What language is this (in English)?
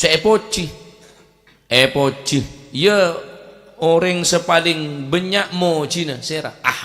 Madurese